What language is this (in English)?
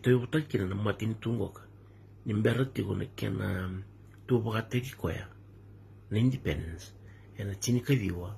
Fijian